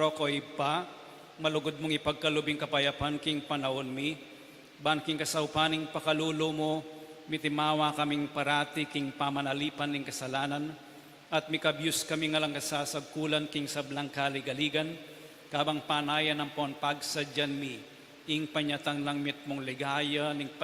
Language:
Pampanga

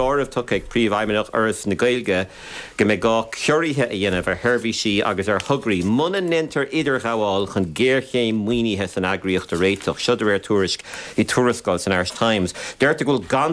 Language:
Irish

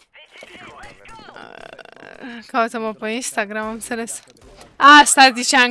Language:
Romanian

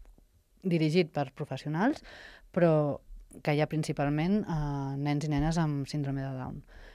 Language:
Catalan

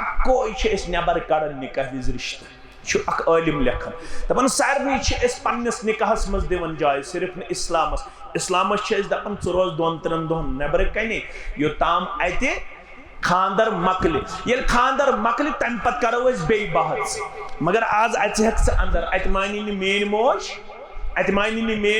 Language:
Kashmiri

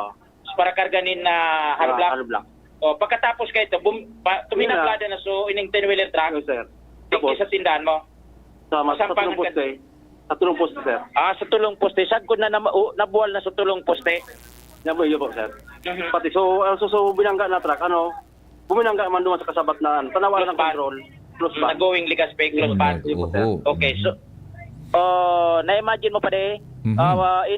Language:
Bikol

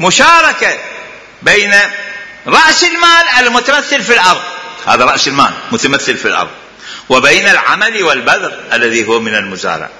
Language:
Mesopotamian Arabic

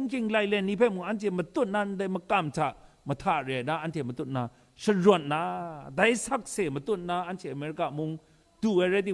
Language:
Kachin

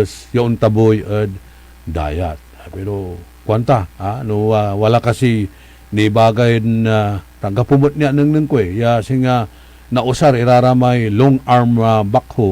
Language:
Pangasinan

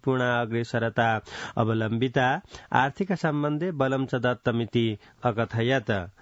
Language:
Sanskrit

